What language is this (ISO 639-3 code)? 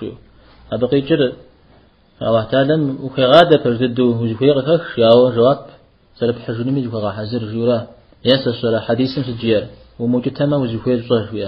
kbd